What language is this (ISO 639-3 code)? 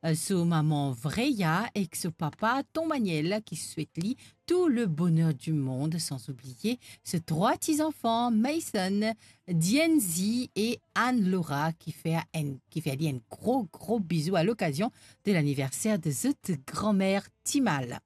mfe